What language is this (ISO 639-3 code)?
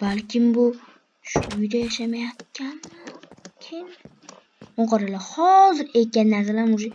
uzb